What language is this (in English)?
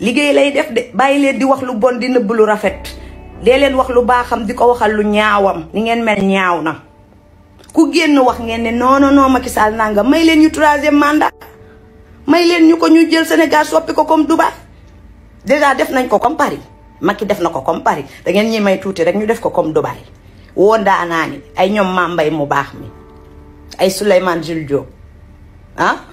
Wolof